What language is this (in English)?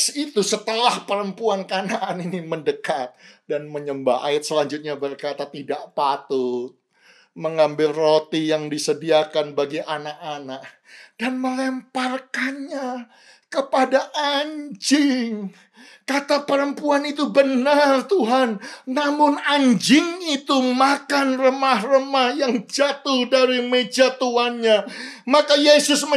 Indonesian